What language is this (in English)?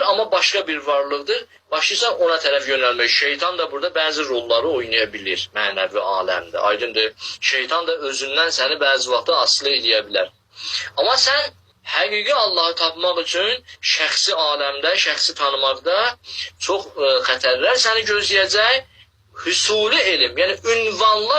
Azerbaijani